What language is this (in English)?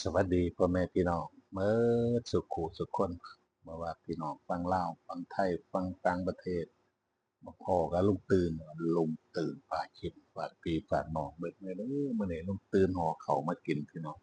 Northeastern Thai